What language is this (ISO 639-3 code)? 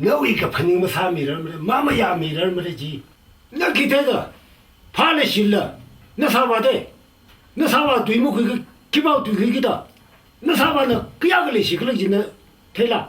nmf